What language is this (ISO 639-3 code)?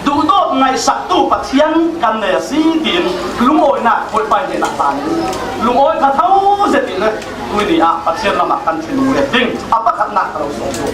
cfm